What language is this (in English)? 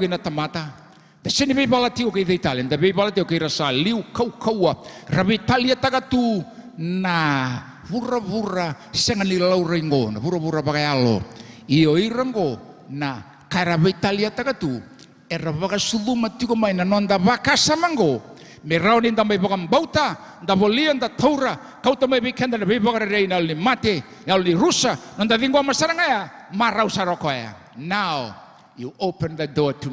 Fijian